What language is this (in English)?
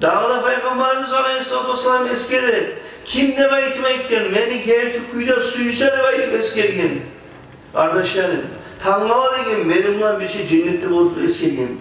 Kumyk